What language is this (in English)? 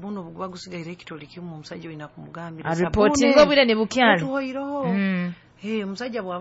Nyoro